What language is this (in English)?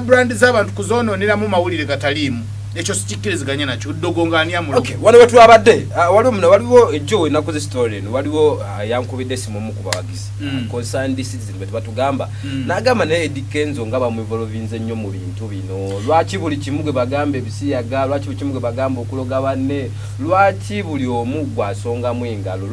Ganda